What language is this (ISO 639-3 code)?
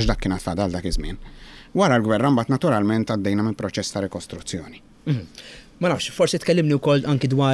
mlt